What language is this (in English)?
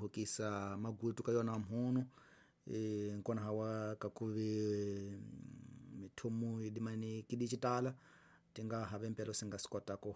Tsonga